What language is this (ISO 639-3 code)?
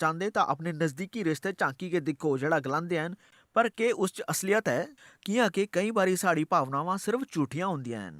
doi